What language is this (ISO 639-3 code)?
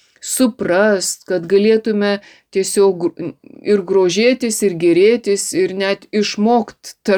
lit